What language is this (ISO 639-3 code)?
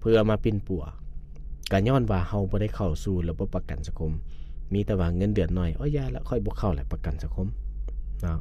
lao